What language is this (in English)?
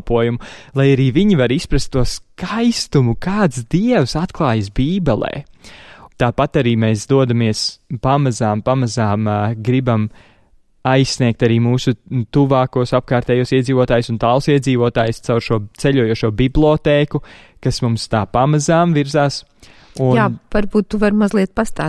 Latvian